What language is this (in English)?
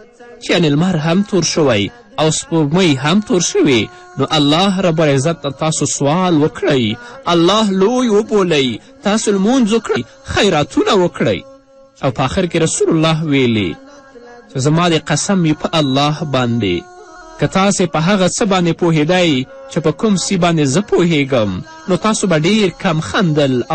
Pashto